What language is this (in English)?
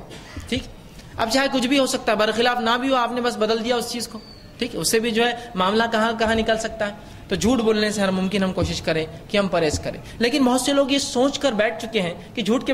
Urdu